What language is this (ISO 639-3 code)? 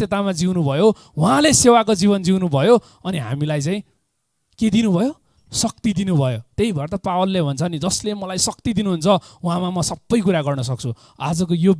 nep